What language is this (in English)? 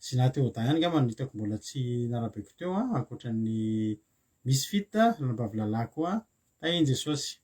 Malagasy